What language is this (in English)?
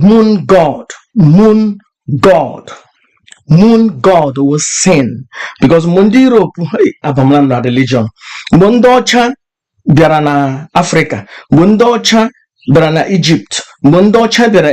Igbo